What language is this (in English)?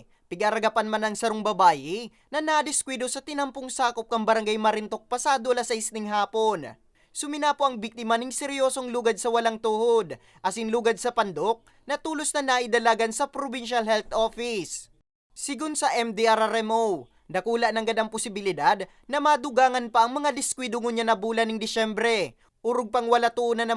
Bikol